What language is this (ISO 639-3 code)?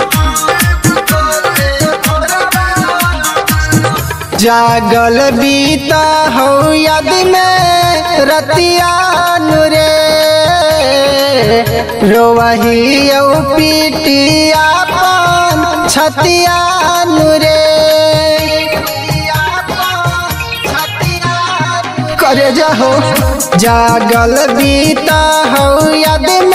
mag